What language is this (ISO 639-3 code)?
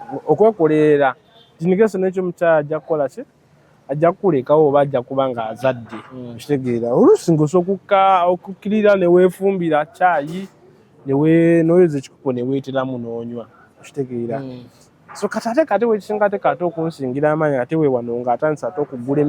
lug